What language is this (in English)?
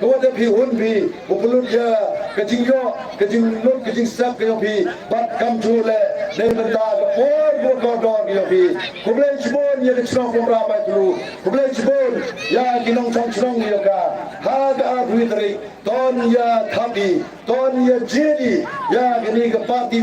Pnar